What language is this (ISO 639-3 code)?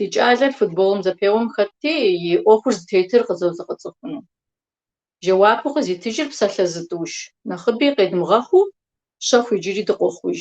kbd